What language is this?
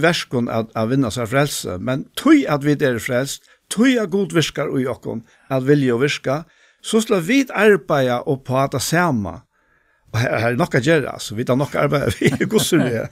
Faroese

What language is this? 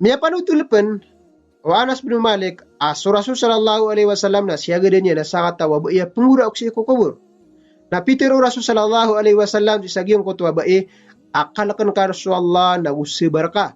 Maranao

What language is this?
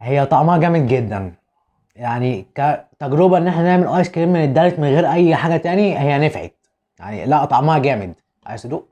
Egyptian Arabic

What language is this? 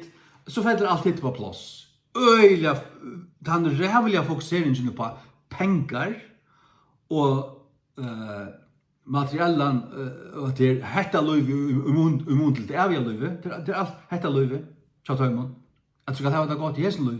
Faroese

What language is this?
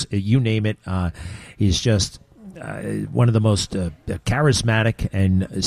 English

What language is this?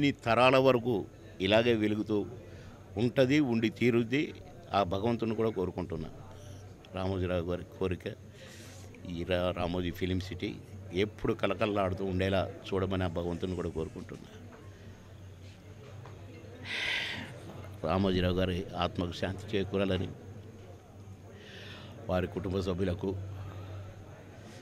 Telugu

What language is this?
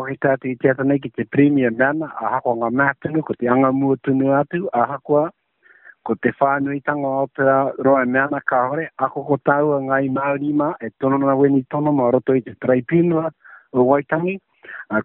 Māori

